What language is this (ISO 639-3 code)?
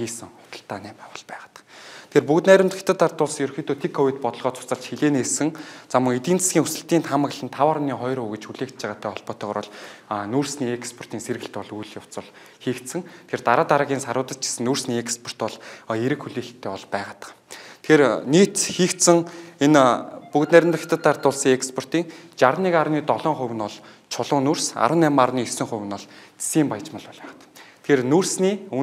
mon